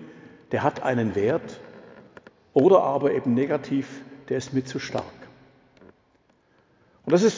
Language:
German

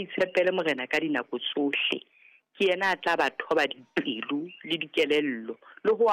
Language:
Southern Sotho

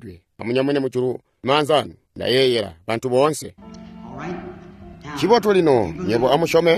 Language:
Tonga (Zambia)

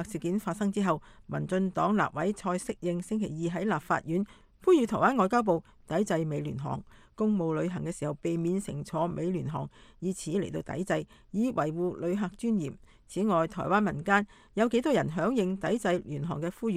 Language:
Cantonese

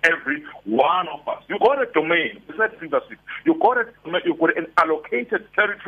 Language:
English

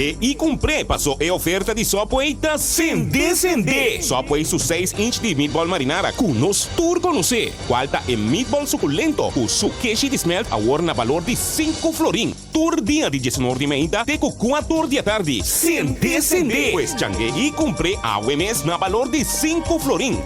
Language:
Papiamento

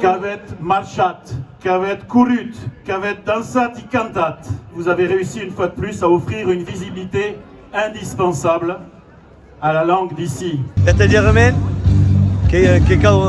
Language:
Occitan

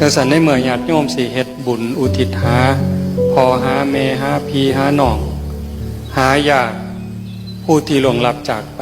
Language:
Northeastern Thai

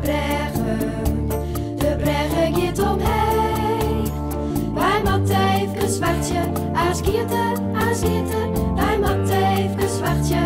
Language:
Western Frisian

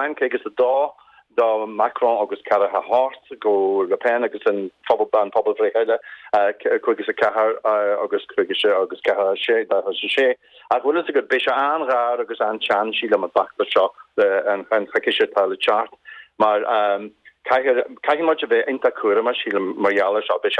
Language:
Irish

